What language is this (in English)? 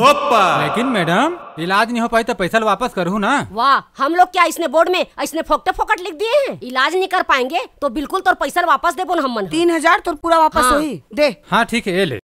Chhattisgarhi